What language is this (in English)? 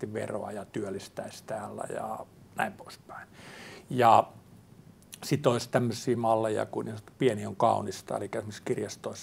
Finnish